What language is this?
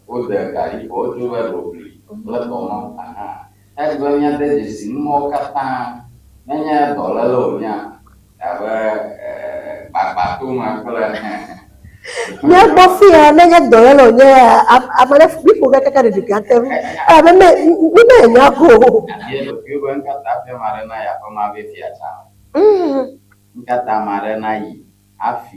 Ewe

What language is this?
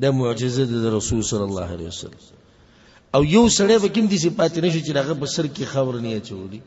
Pashto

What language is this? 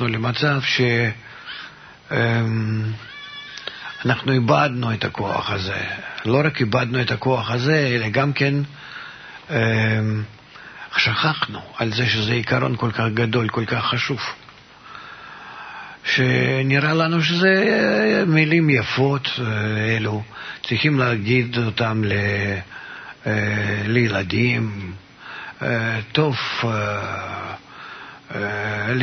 Hebrew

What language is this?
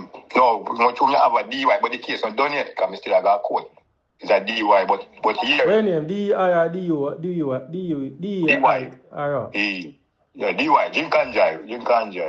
Jamaican Creole English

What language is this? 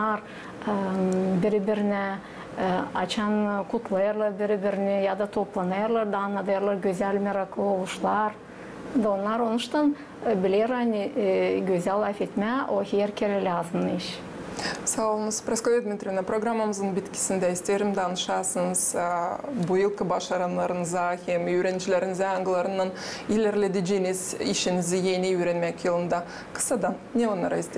Gagauz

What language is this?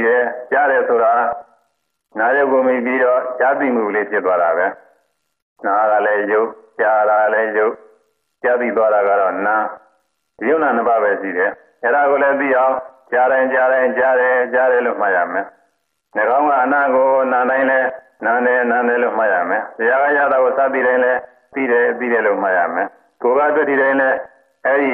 Burmese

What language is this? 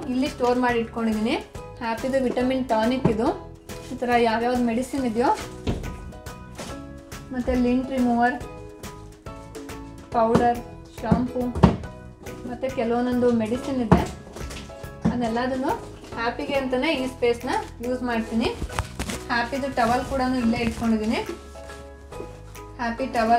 Kannada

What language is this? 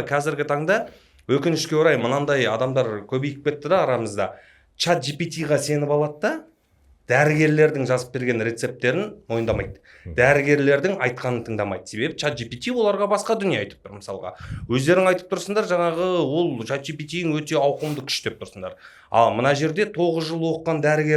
Kazakh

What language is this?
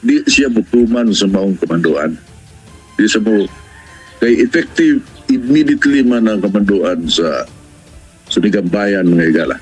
Cebuano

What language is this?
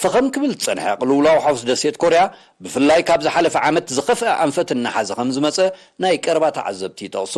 Tigrinya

